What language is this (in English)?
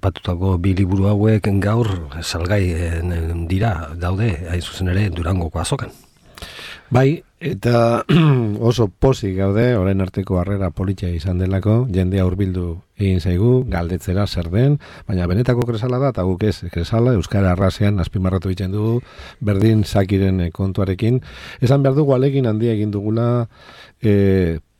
Basque